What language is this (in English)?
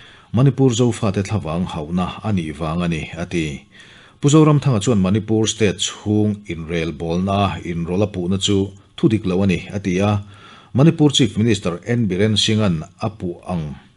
Mizo